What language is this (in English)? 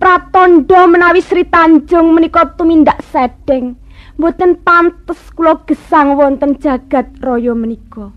Javanese